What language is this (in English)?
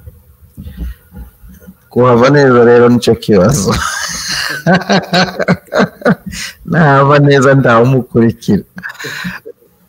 Kinyarwanda